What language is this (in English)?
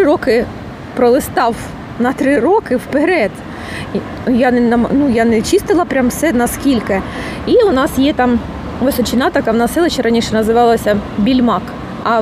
Ukrainian